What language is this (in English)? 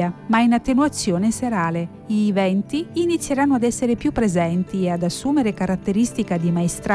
Italian